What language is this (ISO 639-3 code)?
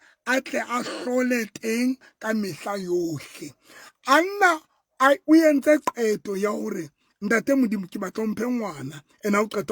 sot